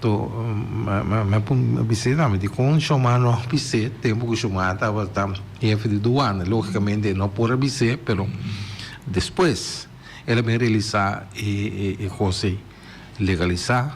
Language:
Papiamento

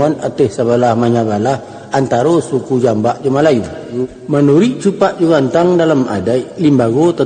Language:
Minangkabau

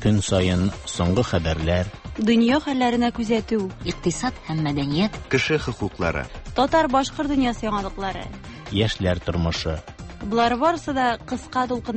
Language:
Tatar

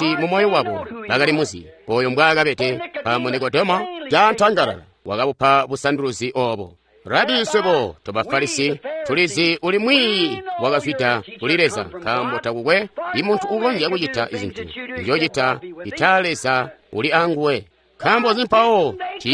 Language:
Tonga (Zambia)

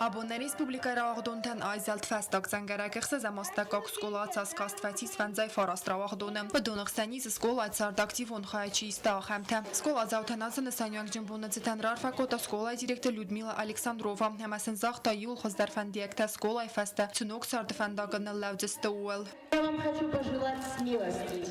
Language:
Ossetic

